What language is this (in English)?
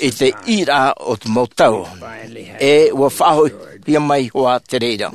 Tahitian